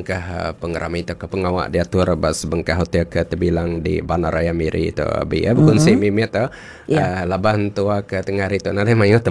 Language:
Iban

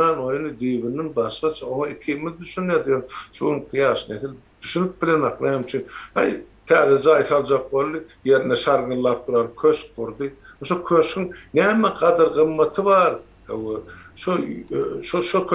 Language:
Turkmen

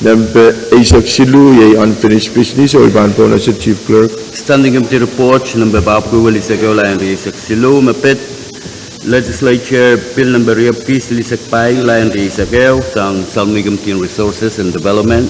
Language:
Pohnpeian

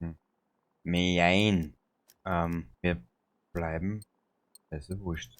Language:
Bavarian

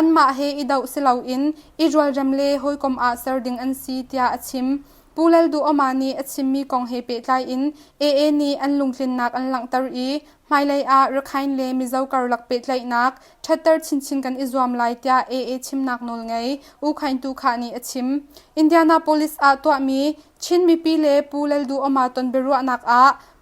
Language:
Hakha Chin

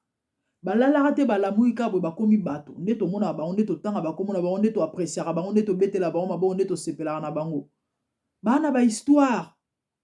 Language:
Lingala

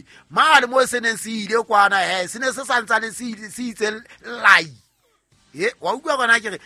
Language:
Southern Sotho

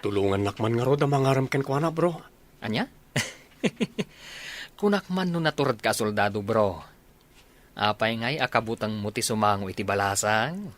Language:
Iloko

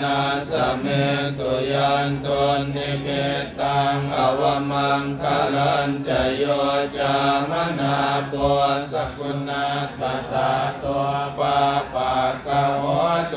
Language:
Pali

